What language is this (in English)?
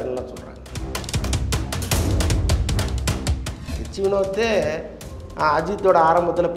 Tamil